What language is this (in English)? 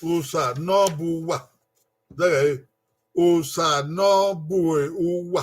Bini